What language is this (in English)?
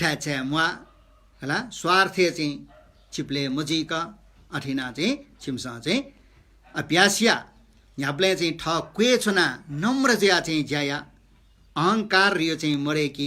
Newari